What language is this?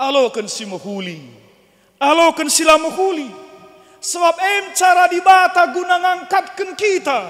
Batak Karo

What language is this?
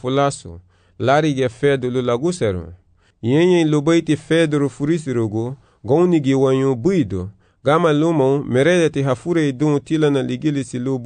Garifuna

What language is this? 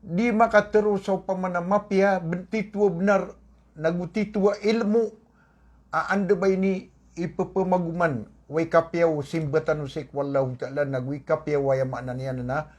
Maranao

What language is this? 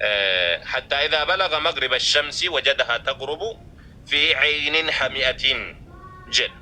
Oromo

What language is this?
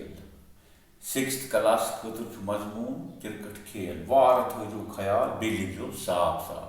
Kashmiri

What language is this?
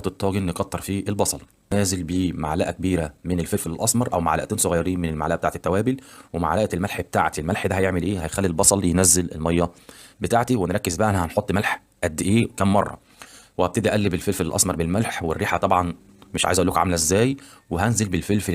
Egyptian Arabic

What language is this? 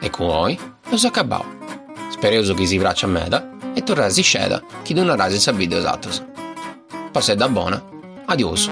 Sardinian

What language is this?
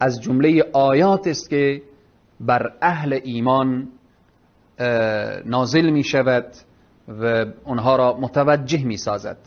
Persian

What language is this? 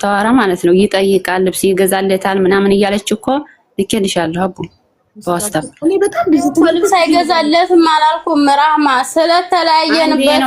Amharic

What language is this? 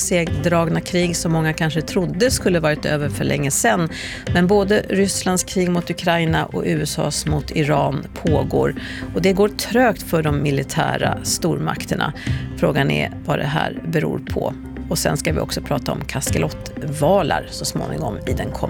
Swedish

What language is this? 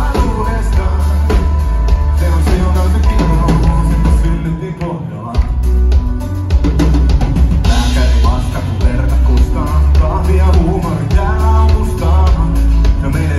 Finnish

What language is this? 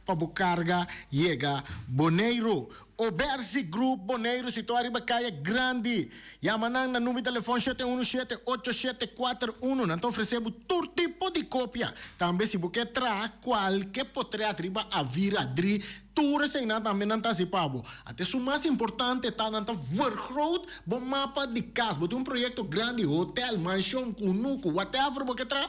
Papiamento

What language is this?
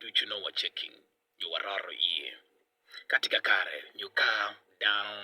Acoli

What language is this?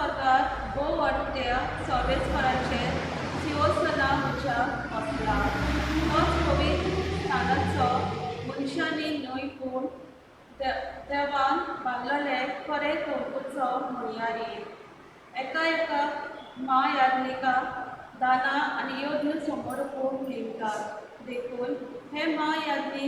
Konkani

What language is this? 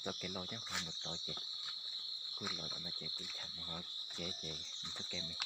Hmong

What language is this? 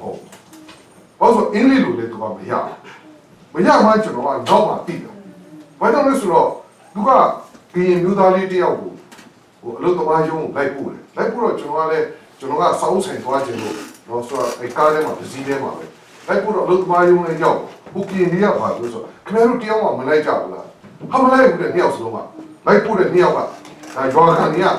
Burmese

